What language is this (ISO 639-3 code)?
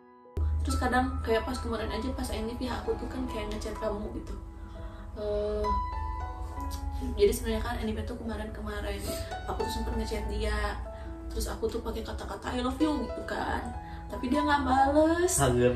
ind